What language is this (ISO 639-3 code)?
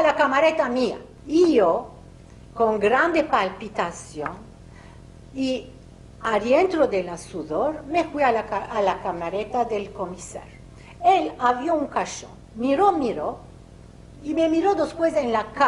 lad